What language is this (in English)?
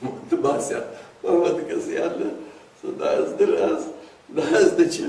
Ingush